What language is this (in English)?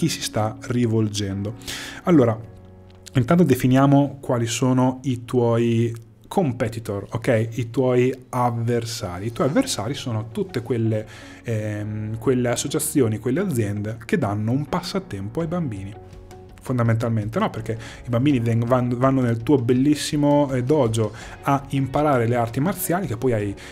Italian